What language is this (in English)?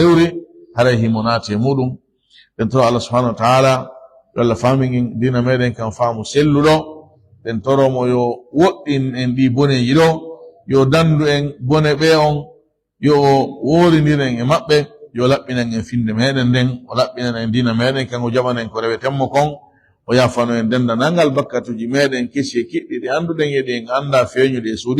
Fula